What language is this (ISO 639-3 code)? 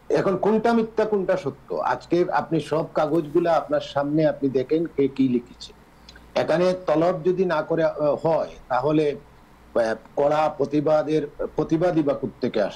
ben